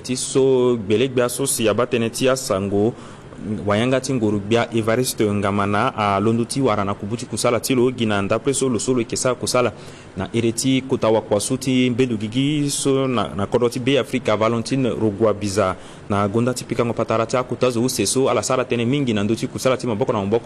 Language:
Sango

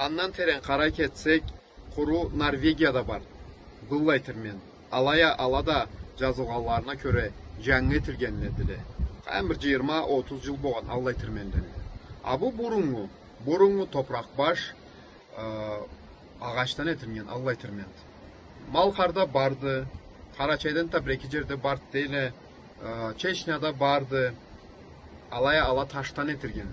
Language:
Karachay-Balkar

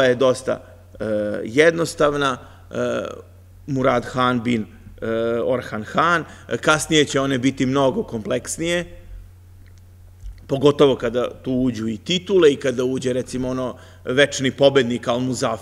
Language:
Serbian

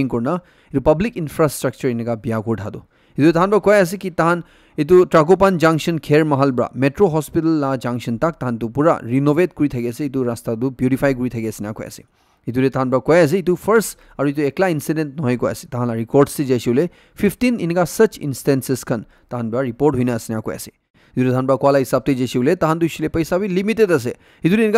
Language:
Naga Pidgin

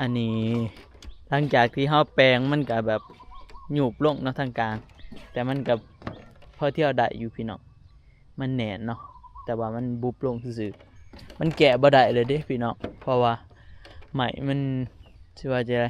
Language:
Northeastern Thai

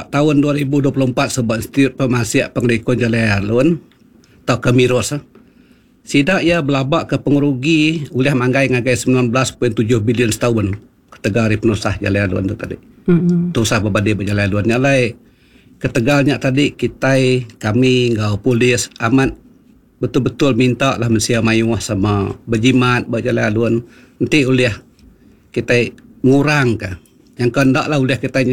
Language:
Iban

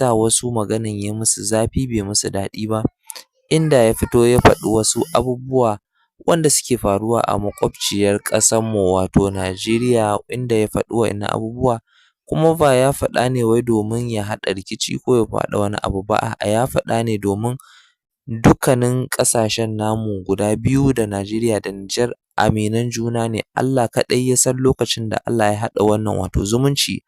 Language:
Hausa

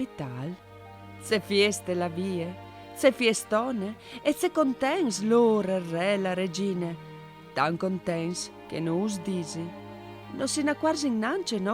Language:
Friulian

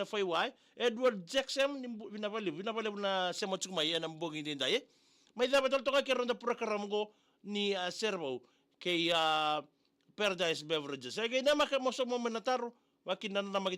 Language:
Fijian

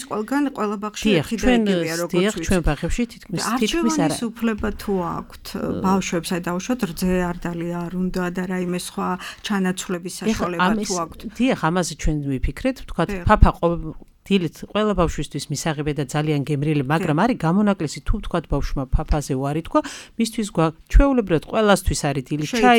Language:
Georgian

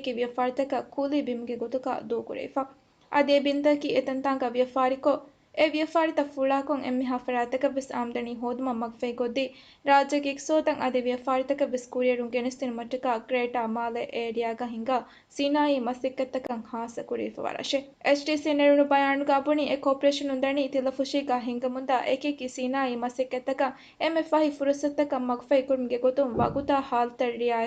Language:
Divehi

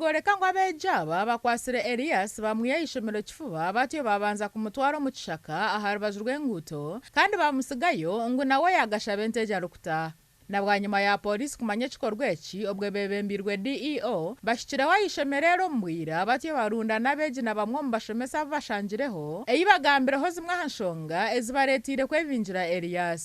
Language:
Nyankole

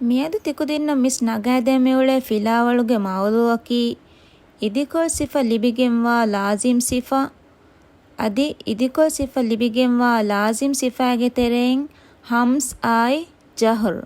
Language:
Divehi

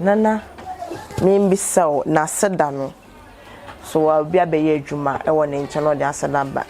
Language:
Akan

